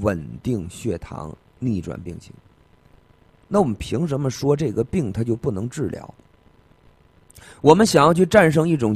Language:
Chinese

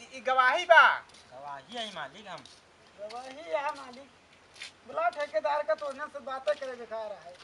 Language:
Awadhi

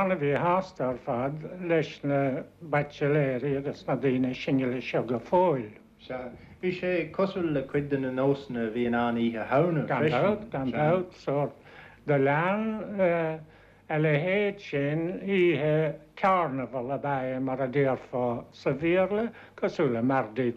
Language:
Irish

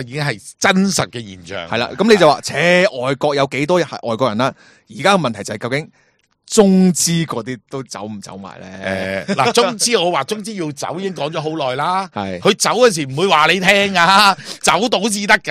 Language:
Cantonese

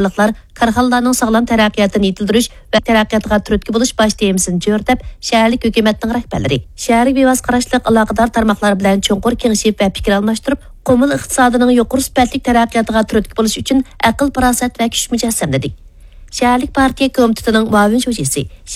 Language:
Uyghur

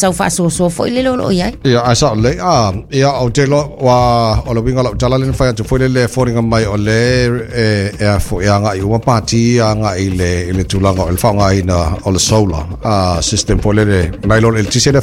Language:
Samoan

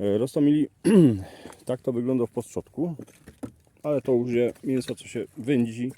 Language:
Silesian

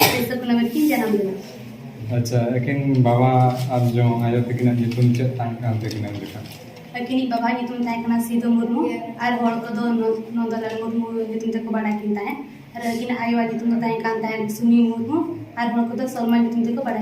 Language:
Santali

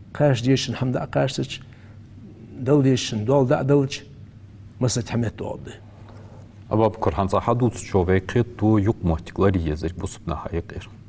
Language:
Ingush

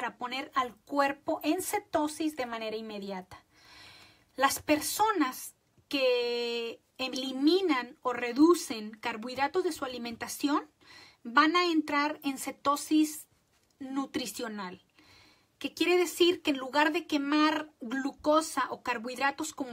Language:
Spanish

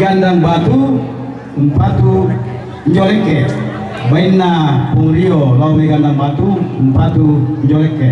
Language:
Toraja-Sa'dan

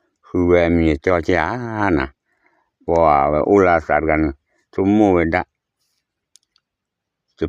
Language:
S'gaw Karen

